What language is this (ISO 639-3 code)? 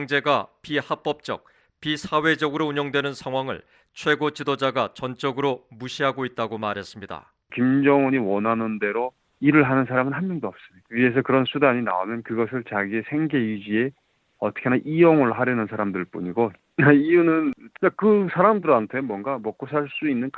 kor